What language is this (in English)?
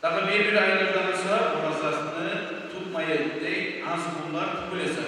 Kumyk